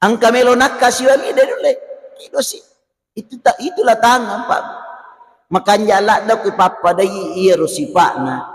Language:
Buginese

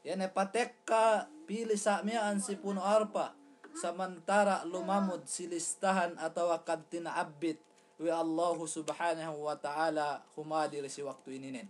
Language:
Yakan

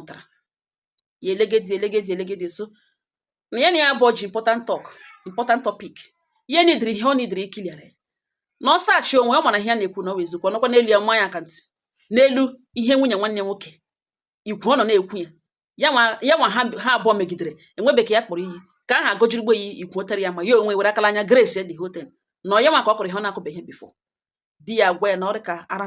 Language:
Igbo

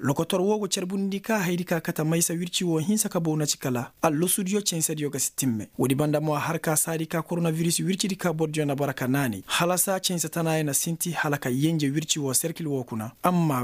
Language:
Koyraboro Senni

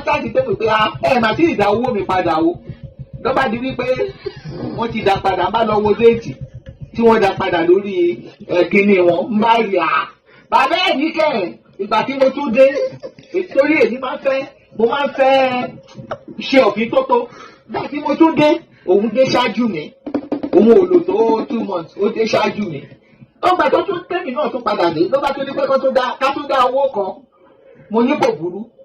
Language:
Yoruba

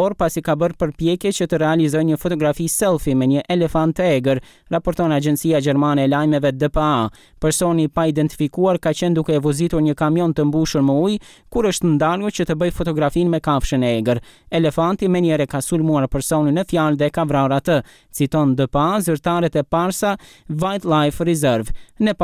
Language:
Albanian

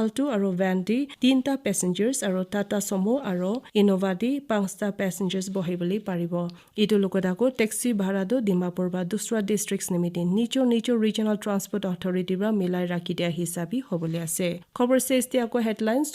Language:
Naga Pidgin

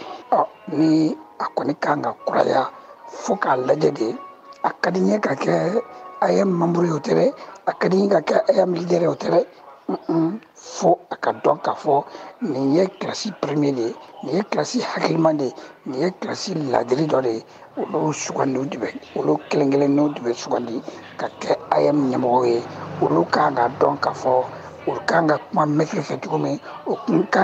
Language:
Bambara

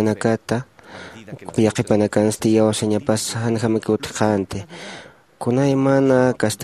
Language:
Aymara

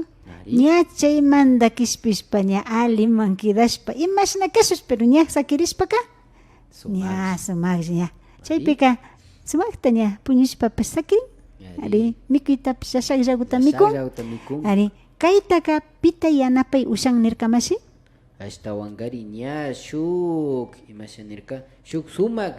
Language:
Imbabura Highland Quichua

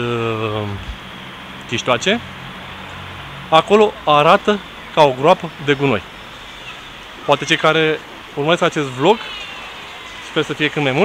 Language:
Romanian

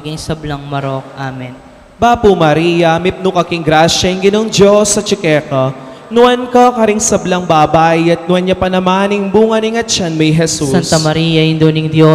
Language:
Pampanga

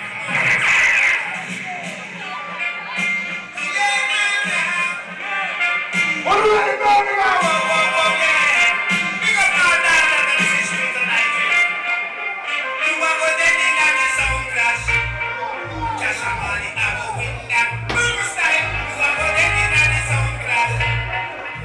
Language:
English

